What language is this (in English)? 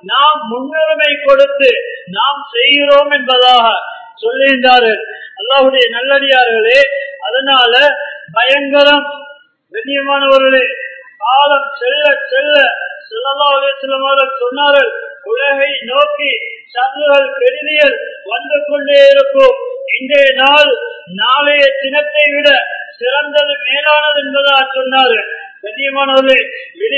Tamil